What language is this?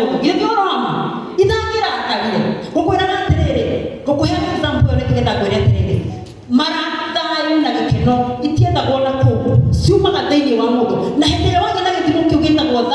Kikuyu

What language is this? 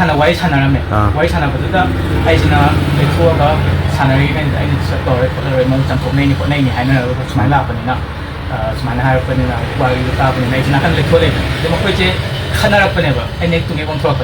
Manipuri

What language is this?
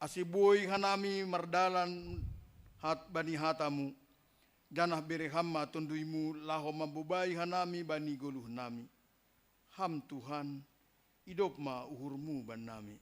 Batak Simalungun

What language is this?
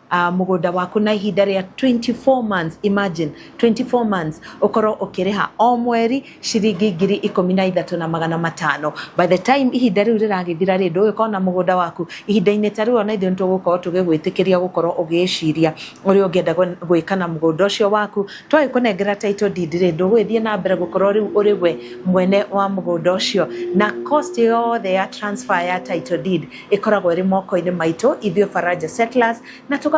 Kikuyu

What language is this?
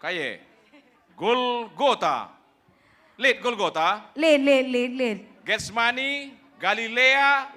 Batak Karo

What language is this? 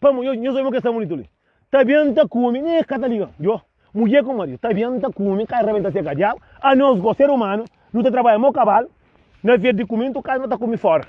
Kabuverdianu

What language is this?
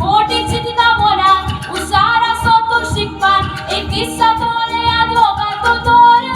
Konkani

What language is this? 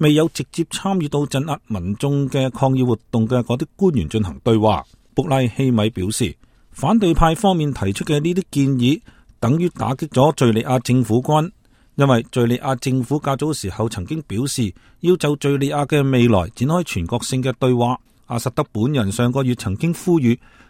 Cantonese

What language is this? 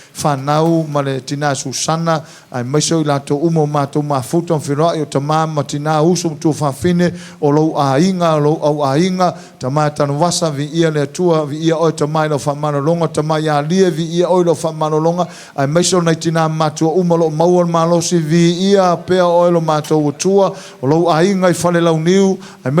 Samoan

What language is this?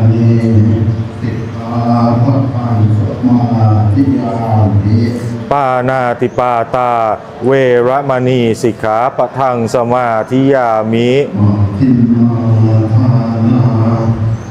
Pali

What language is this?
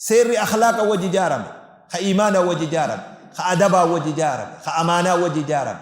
Oromo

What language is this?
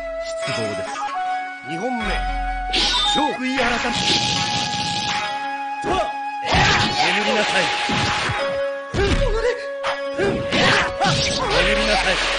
Japanese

